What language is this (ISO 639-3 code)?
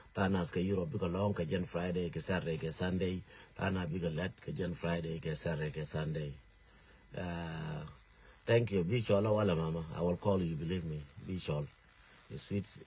nus